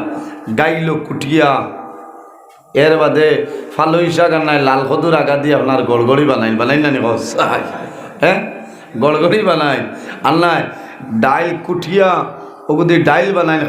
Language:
Sylheti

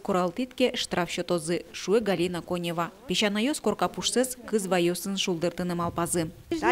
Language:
Udmurt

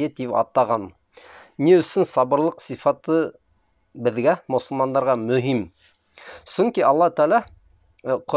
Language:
Bashkir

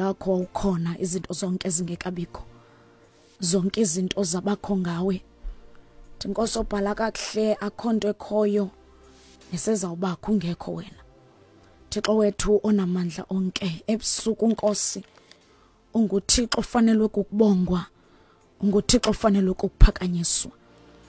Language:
Xhosa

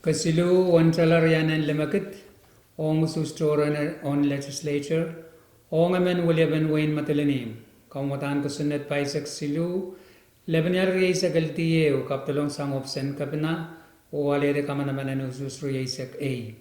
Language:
Pohnpeian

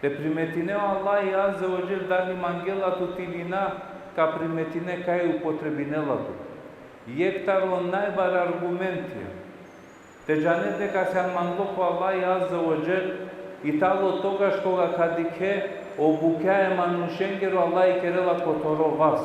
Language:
Balkan Romani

